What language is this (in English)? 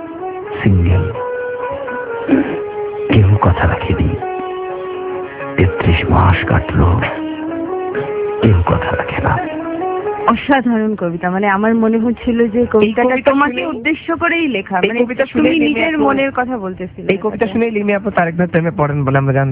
Bangla